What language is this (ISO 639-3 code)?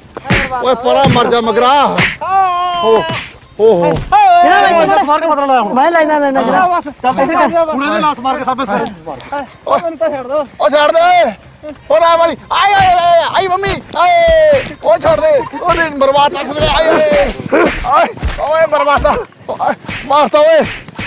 pan